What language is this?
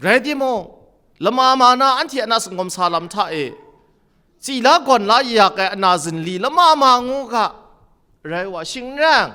Kachin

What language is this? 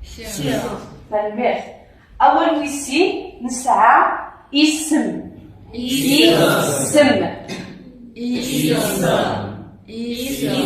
Kabyle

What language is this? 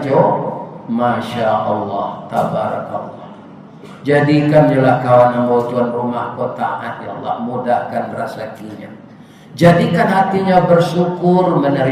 Minangkabau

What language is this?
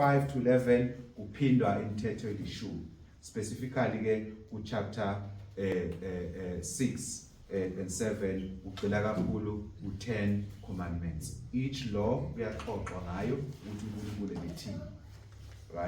Zulu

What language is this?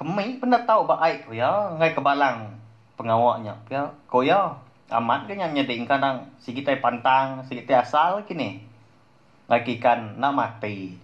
Iban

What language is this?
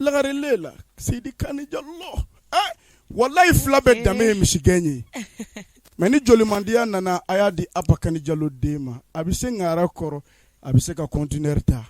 Bambara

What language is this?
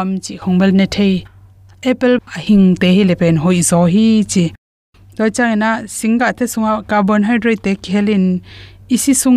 Tedim Chin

